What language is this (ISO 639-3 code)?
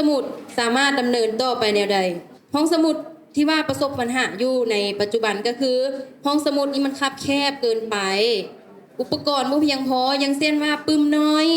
lao